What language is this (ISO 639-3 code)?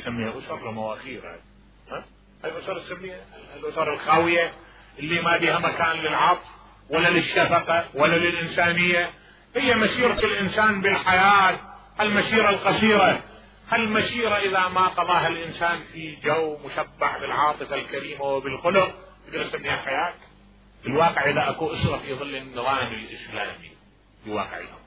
acm